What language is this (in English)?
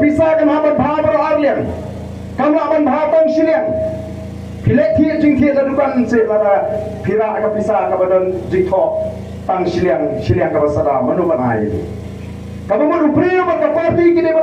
Khasi